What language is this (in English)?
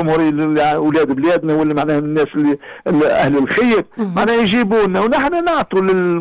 Tunisian Arabic